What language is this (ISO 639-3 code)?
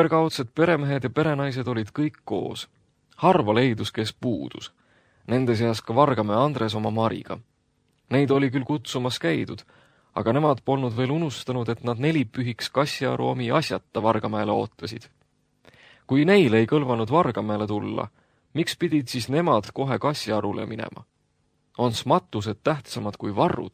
est